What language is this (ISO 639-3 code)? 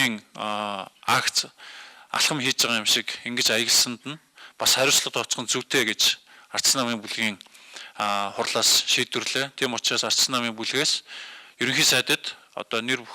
mon